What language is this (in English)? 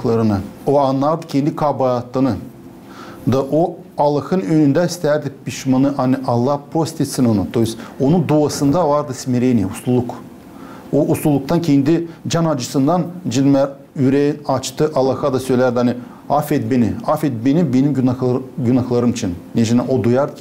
Gagauz